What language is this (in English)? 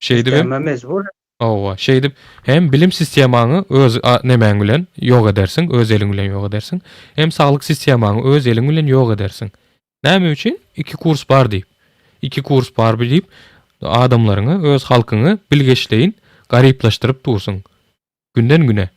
Turkmen